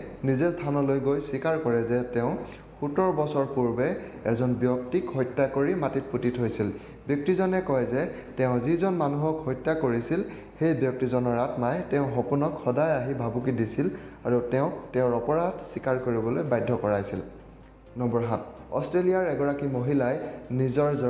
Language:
Assamese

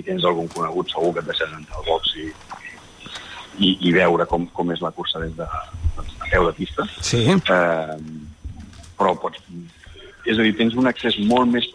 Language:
Catalan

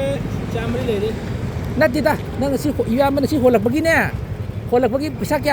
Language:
Manipuri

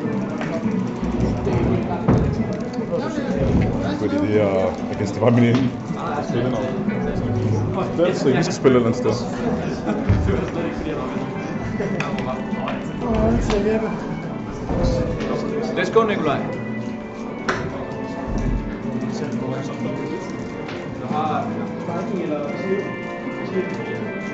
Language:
Danish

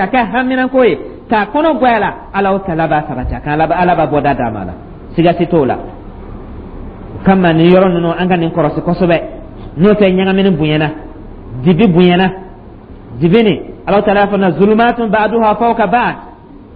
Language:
Dyula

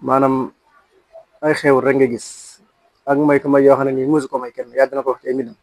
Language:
Wolof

